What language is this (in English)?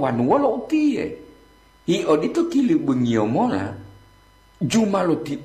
Gorontalo